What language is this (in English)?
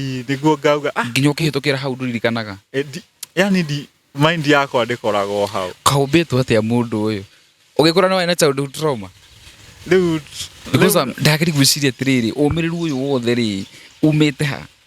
Kikuyu